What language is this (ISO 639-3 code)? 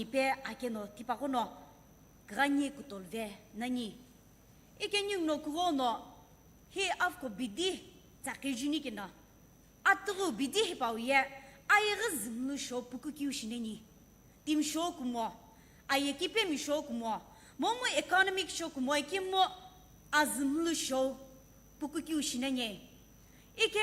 nsm